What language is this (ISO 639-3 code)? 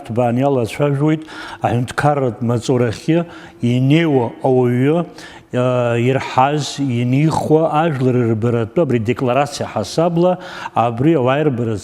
abk